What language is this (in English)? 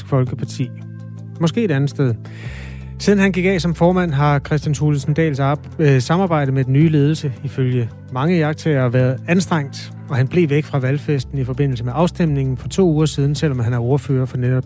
Danish